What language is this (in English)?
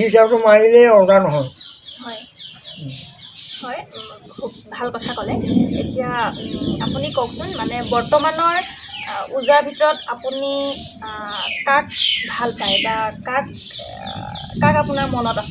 Assamese